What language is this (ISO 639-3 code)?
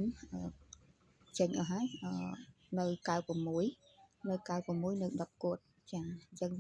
khm